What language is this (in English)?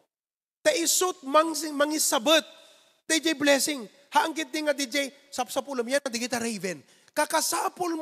Iloko